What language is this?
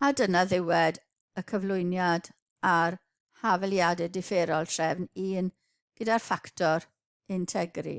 Welsh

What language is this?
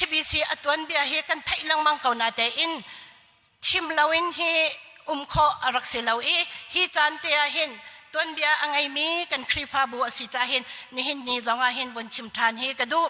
Hakha Chin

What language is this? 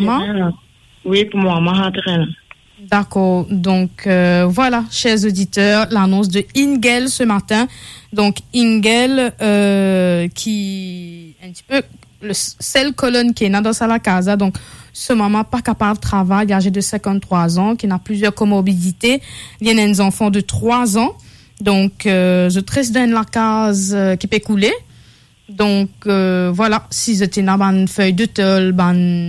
Morisyen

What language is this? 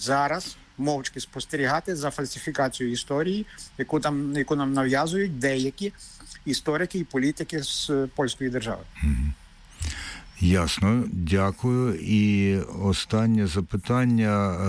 Ukrainian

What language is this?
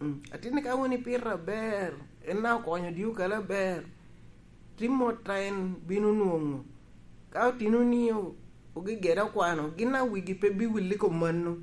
Lango (Uganda)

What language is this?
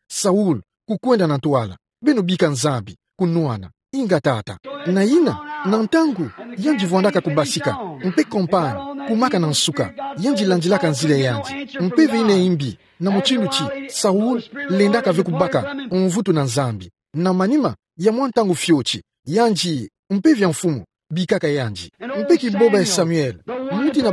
Kituba (Democratic Republic of Congo)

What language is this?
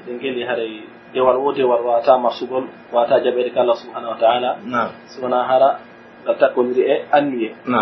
Pular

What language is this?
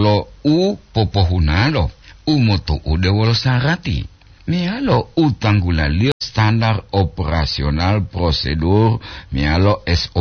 Gorontalo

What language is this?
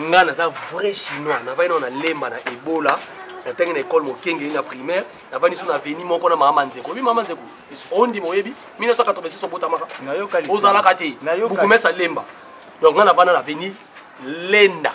Lingala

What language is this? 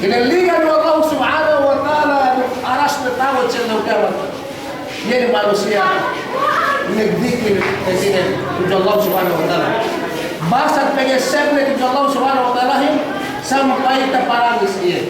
Yakan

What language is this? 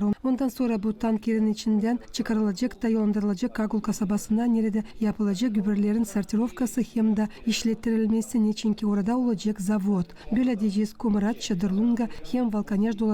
Gagauz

